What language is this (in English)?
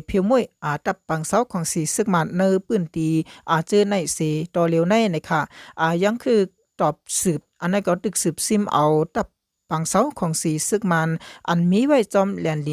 Shan